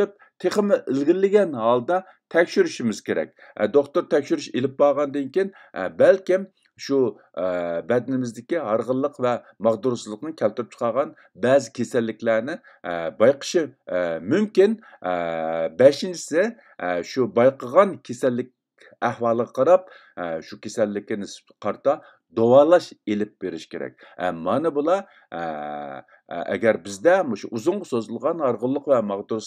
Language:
Uyghur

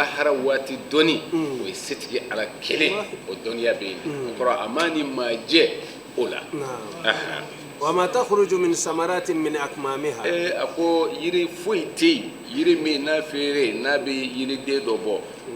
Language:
Bambara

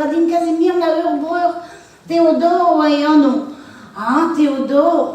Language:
Breton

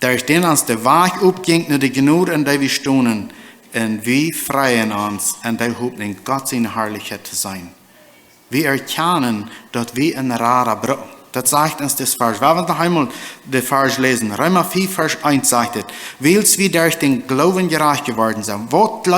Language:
Plautdietsch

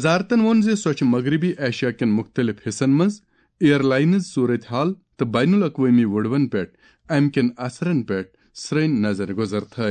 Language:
Kashmiri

